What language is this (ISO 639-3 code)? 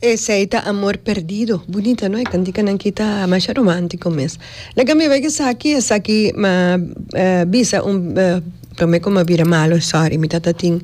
pap